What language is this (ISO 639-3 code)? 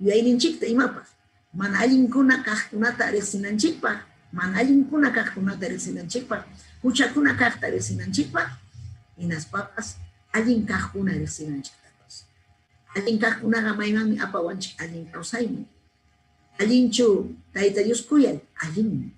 quy